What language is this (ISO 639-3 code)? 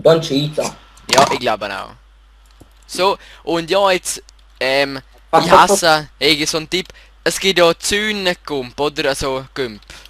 gsw